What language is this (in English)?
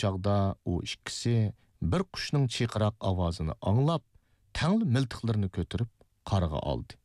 Uyghur